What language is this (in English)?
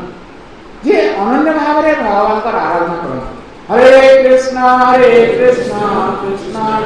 Odia